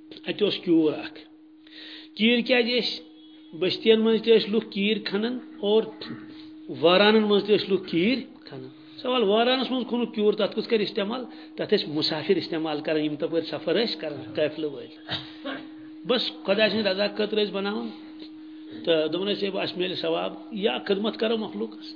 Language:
Kashmiri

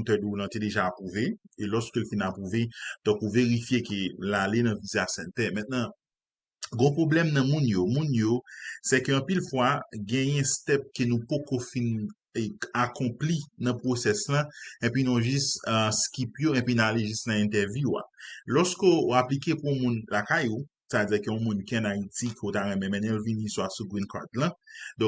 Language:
Haitian Creole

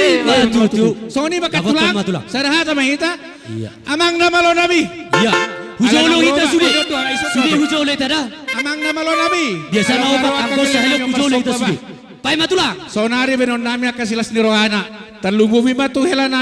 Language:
Batak Toba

